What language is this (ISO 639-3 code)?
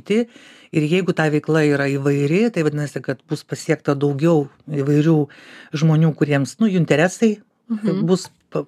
lit